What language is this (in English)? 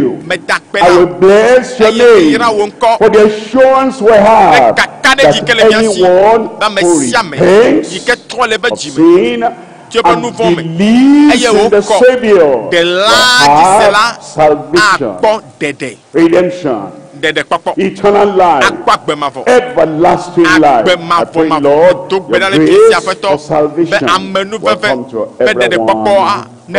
Ewe